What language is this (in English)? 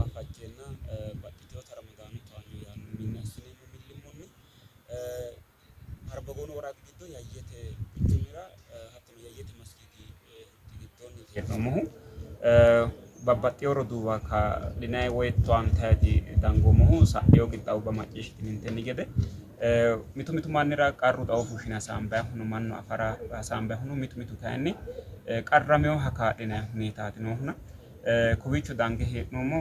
Sidamo